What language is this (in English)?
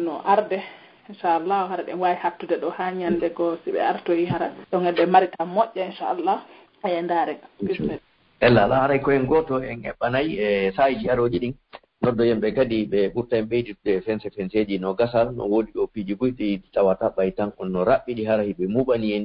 Pular